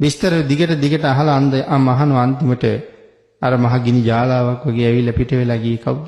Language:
Sinhala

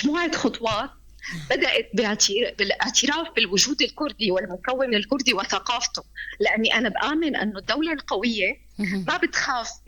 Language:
North Levantine Arabic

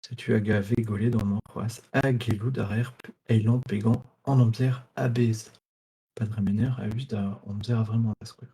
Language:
Breton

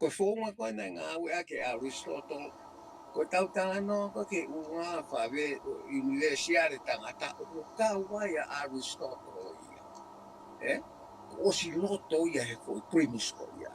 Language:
Tongan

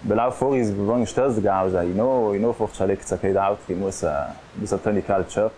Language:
Ladin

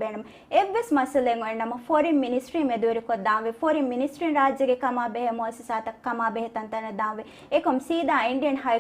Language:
Divehi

